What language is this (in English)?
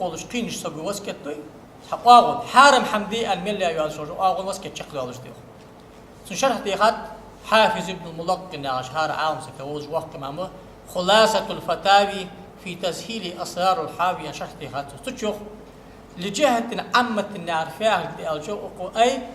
Ingush